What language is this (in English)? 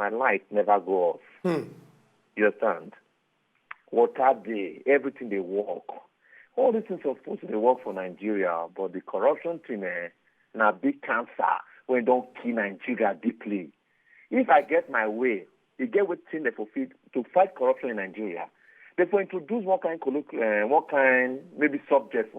Nigerian Pidgin